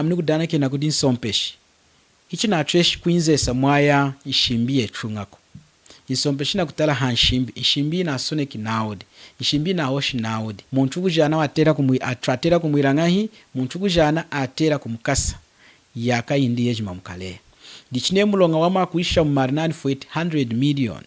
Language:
Lunda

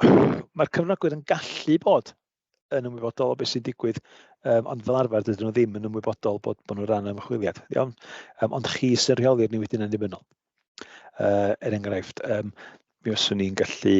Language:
Welsh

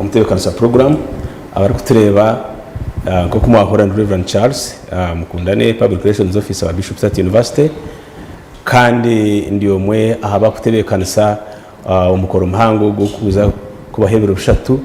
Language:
Nyankole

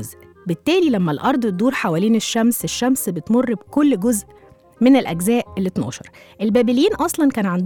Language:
Egyptian Arabic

